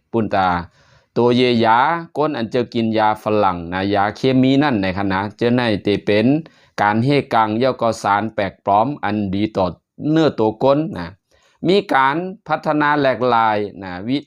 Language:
Shan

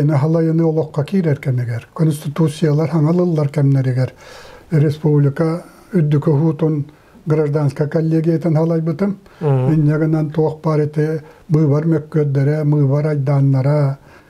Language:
Yakut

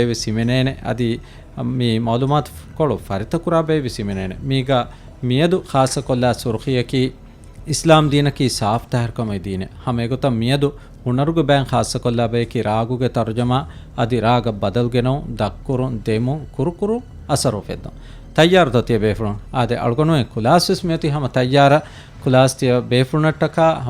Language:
Divehi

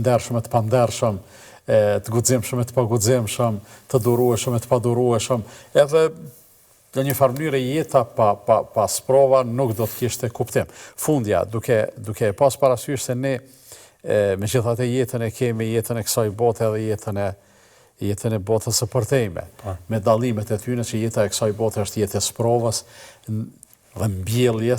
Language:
Albanian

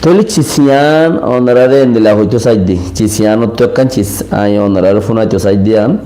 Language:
Rohingya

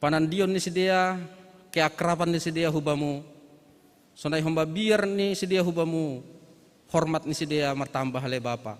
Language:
Batak Simalungun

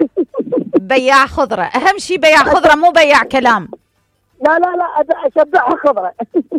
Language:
Mesopotamian Arabic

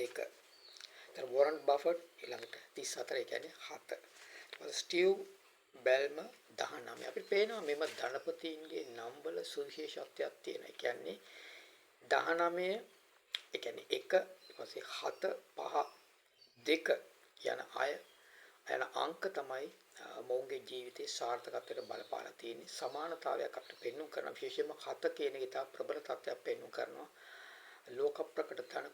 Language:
Sinhala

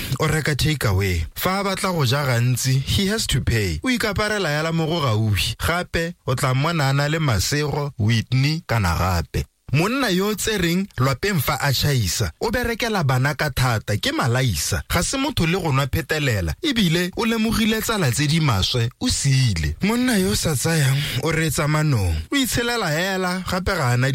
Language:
Tswana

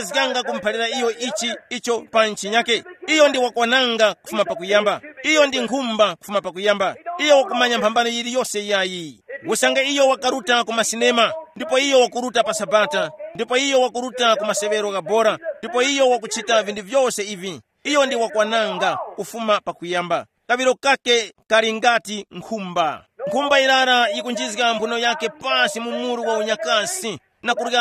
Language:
Tumbuka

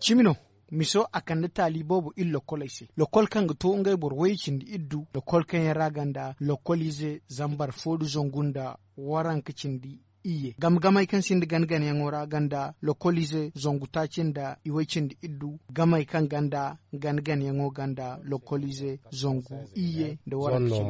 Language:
Zarma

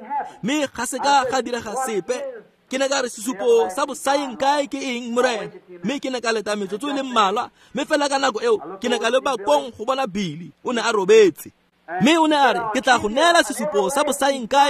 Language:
Tswana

